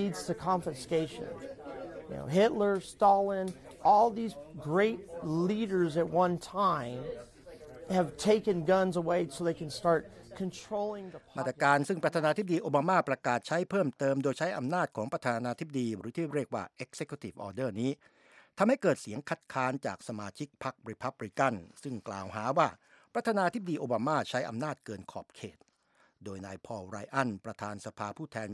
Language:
Thai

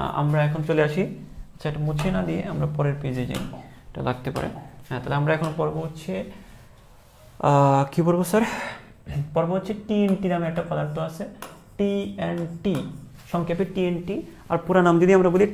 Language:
Bangla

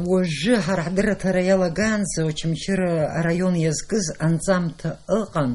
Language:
Abkhazian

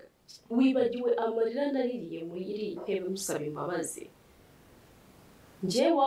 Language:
Kinyarwanda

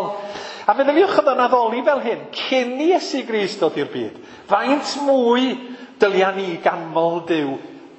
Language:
Welsh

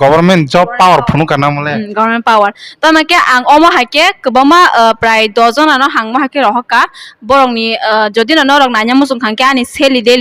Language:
Kok Borok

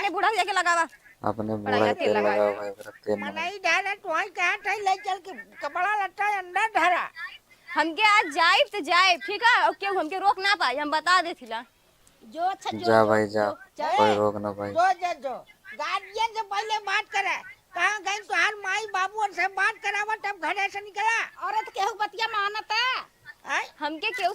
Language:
Awadhi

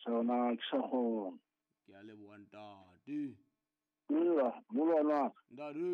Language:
Southern Sotho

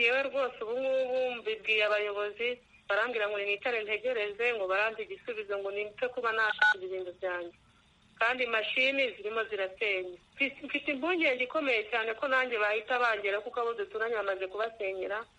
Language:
Kinyarwanda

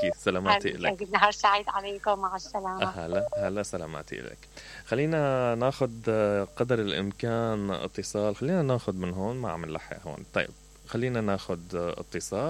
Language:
Mesopotamian Arabic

